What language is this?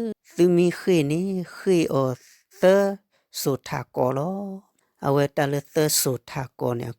S'gaw Karen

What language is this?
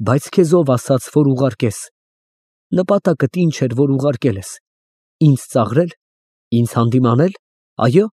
Armenian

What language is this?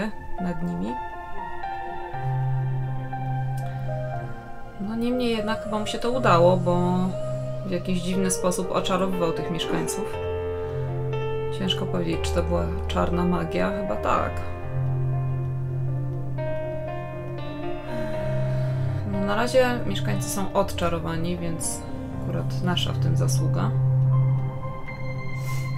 Polish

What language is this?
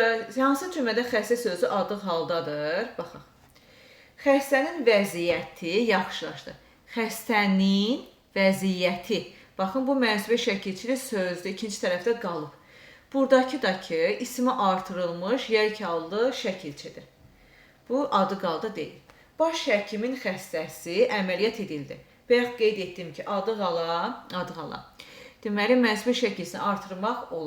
Azerbaijani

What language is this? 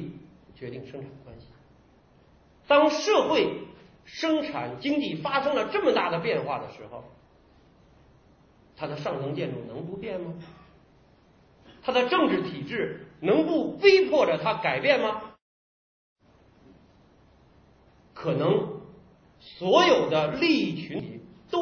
Chinese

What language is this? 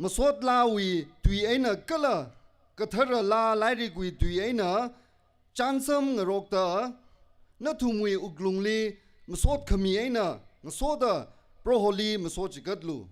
Tangkhul Naga (India)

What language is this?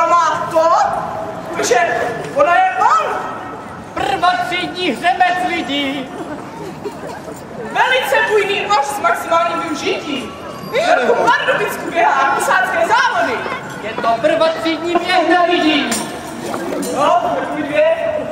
Czech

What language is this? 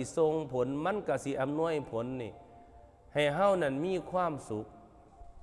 Northeastern Thai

